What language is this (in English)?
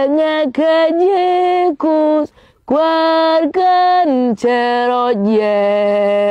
Nuer